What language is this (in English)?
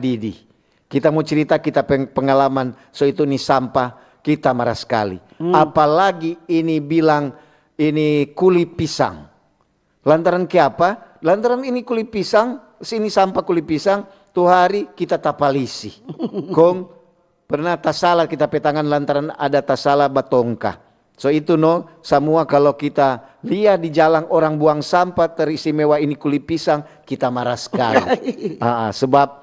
Manado Malay